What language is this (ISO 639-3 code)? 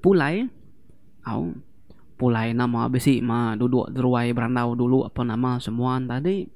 iba